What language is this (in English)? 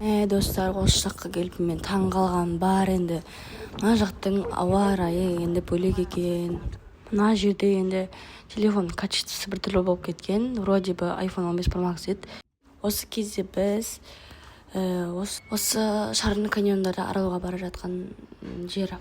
Kazakh